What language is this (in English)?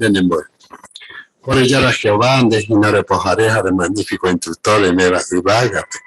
Guarani